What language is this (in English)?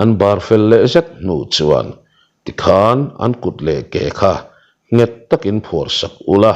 Mizo